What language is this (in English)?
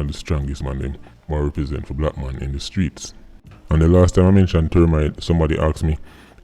Jamaican Creole English